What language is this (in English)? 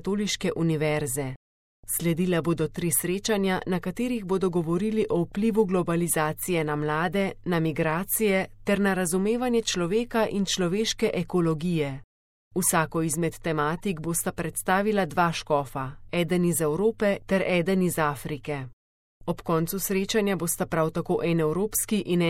Slovenian